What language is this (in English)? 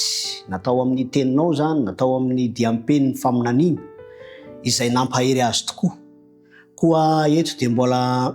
Malagasy